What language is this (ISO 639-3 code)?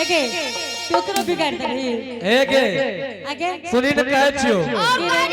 anp